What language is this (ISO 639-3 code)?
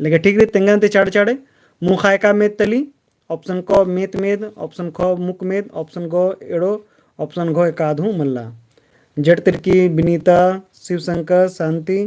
kru